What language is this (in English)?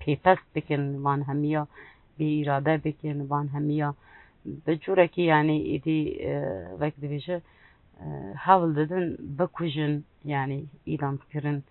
Kurdish